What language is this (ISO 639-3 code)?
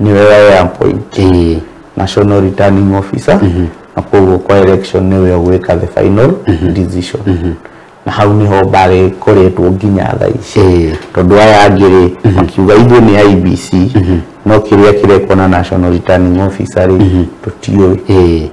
kik